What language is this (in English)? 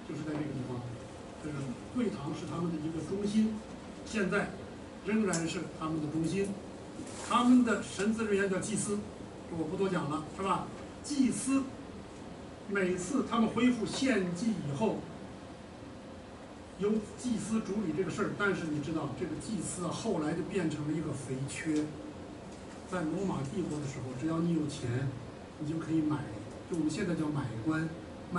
Chinese